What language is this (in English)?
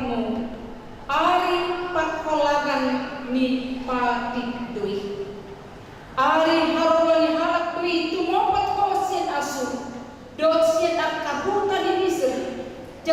Batak Toba